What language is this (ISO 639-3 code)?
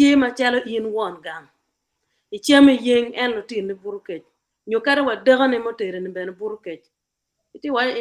ach